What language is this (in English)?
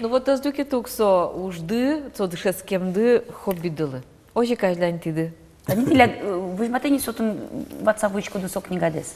Udmurt